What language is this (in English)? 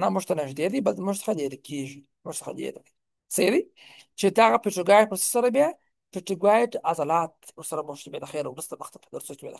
Pashto